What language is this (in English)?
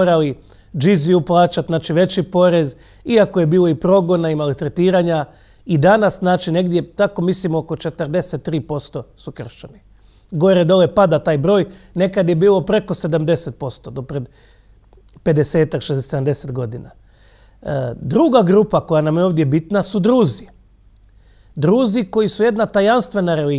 Croatian